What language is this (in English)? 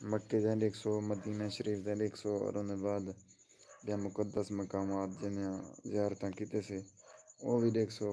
Saraiki